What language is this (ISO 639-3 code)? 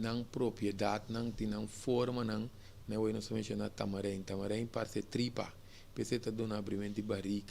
pap